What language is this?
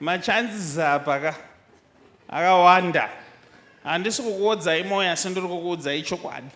Shona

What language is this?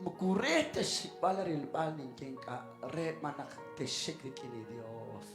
Kekchí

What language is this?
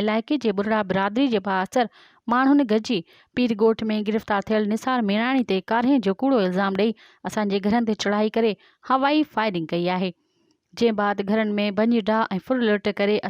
Sindhi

